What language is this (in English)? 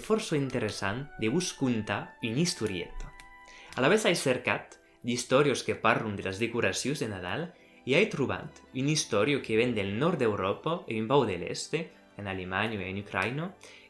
Occitan